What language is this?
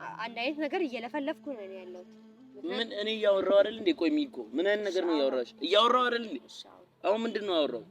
Amharic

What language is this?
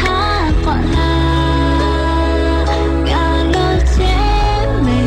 Lahu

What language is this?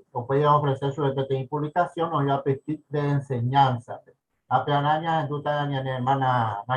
Guarani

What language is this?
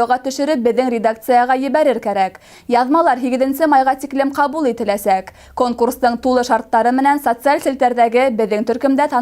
Bashkir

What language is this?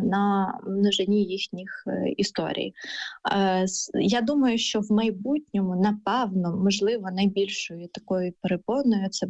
Ukrainian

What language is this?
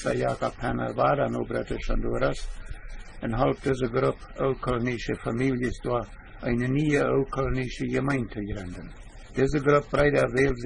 Plautdietsch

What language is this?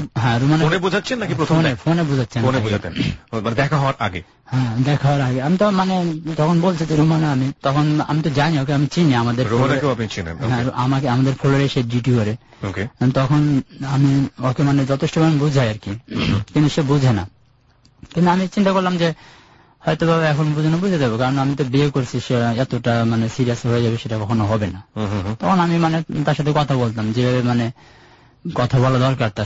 Bangla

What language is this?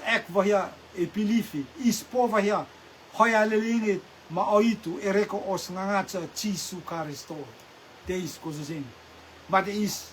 Rotuman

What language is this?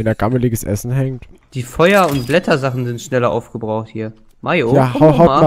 German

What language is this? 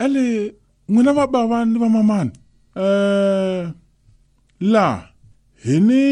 Tsonga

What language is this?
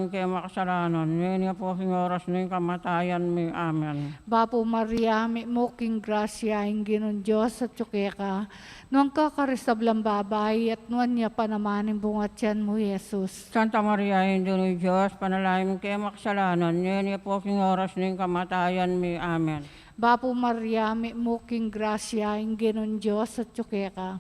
Pampanga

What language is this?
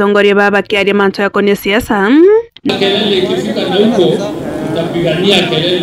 Meru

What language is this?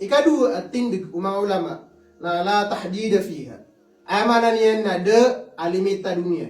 Maranao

